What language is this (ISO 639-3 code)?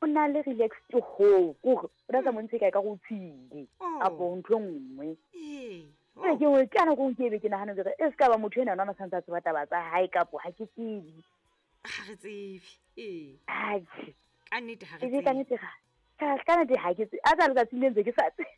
sot